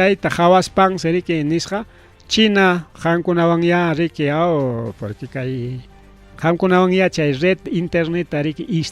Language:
Ayacucho Quechua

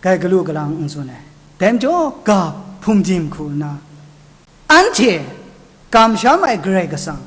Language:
Kachin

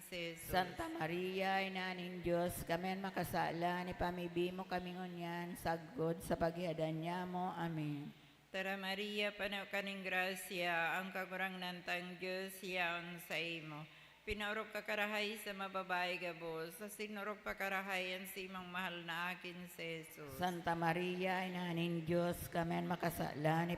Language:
Bikol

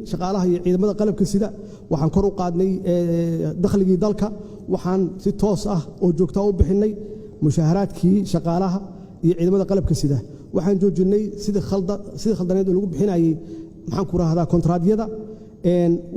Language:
Somali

